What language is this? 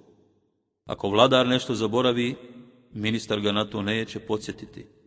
Bosnian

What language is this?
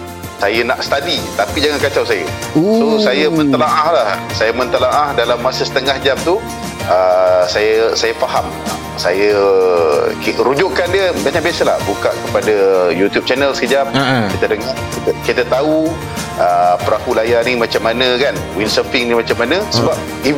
Malay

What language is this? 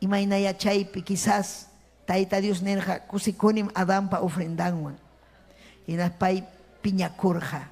Ayacucho Quechua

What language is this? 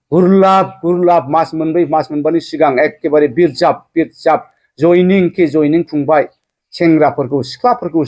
Bodo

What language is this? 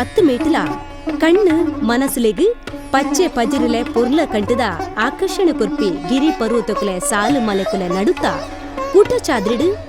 Tulu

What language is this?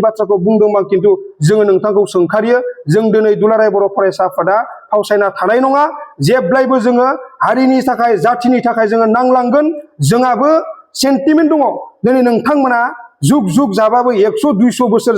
Bodo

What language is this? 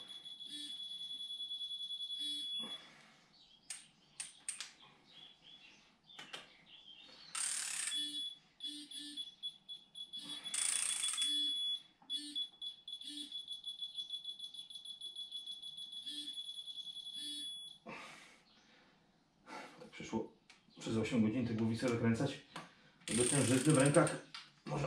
Polish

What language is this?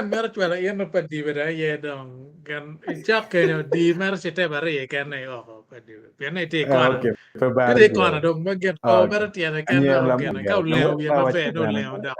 Acoli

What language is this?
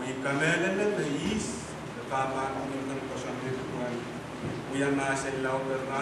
Pohnpeian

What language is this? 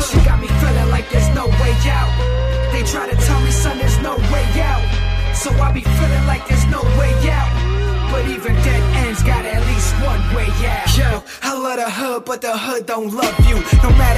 English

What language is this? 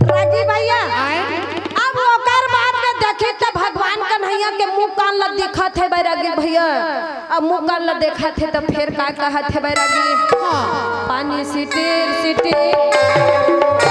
Chhattisgarhi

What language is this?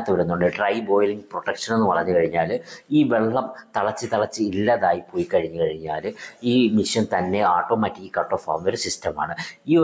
Malayalam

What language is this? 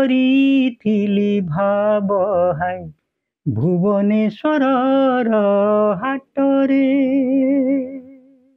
Odia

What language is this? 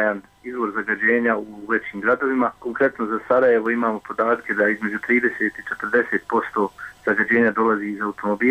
Bosnian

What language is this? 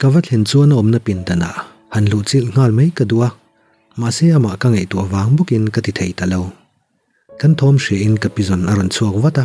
Mizo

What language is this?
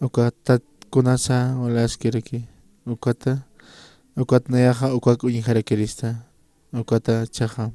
Aymara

